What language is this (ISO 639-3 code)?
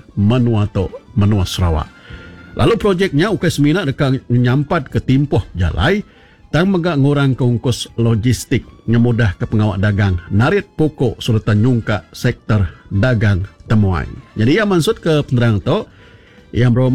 iba